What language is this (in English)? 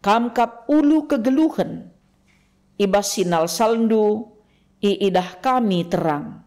Batak Karo